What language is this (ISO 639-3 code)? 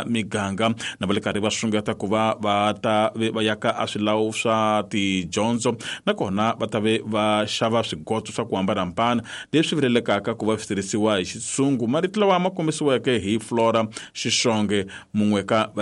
tso